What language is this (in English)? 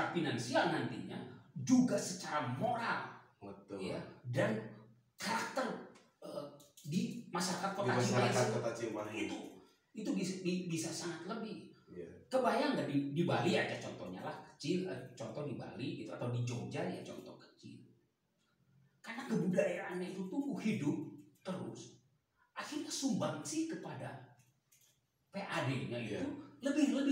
Indonesian